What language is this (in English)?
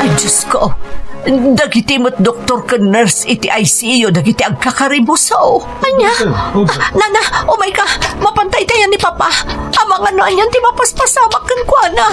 Iloko